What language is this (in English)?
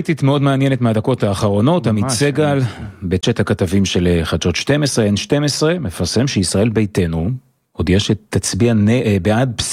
Hebrew